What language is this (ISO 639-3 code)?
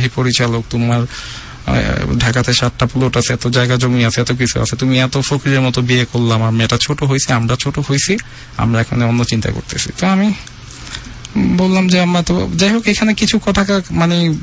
ben